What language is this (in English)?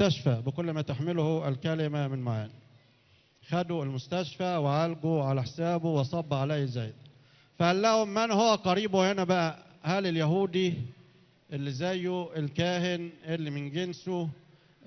Egyptian Arabic